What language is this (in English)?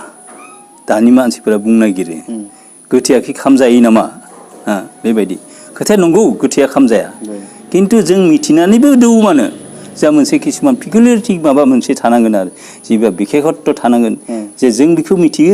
Bodo